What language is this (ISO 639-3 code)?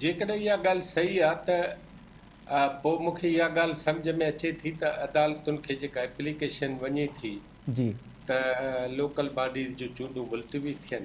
snd